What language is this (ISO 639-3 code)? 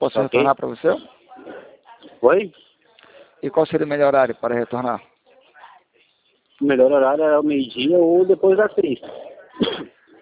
por